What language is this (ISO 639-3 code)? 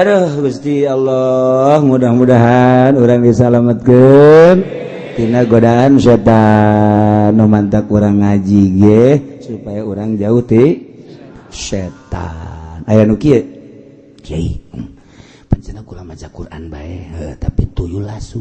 sun